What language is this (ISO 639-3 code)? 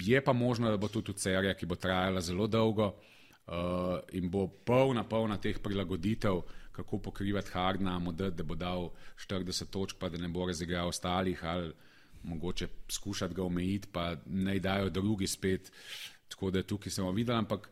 slv